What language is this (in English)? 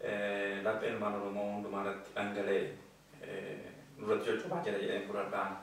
Oromo